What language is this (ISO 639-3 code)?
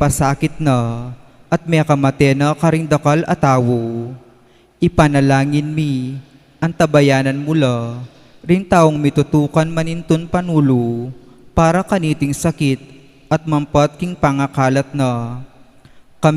pam